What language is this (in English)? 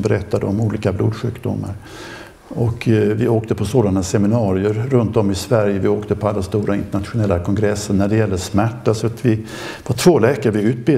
Swedish